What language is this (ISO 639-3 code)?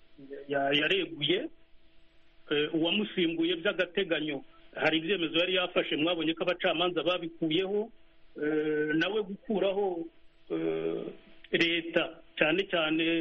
kin